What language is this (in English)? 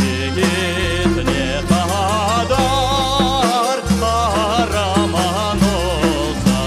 Crimean Tatar